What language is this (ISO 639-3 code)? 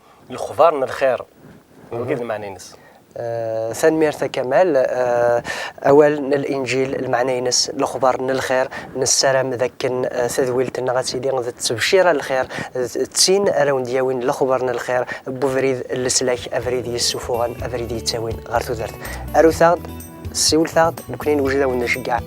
kab